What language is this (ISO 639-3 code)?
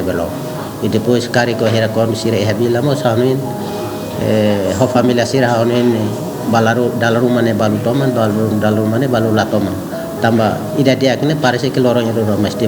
tet